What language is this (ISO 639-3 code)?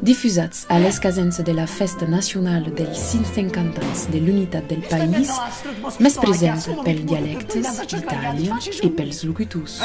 oci